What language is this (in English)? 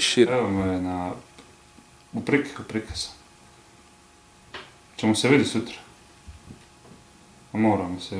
Croatian